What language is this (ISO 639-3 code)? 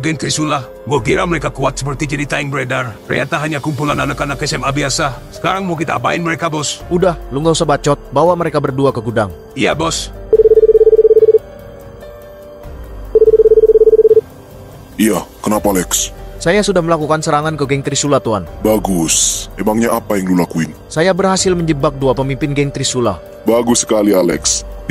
ind